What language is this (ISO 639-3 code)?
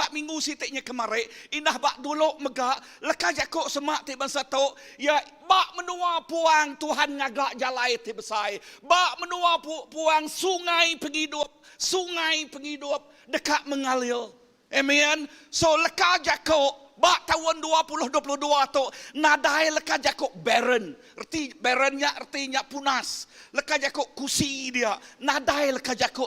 iba